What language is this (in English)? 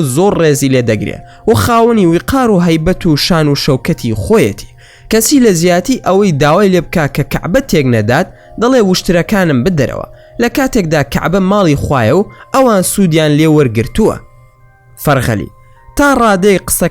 Central Kurdish